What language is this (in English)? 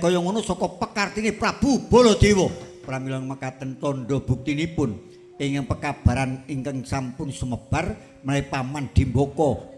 Javanese